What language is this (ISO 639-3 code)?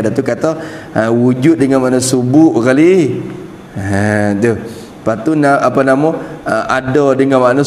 msa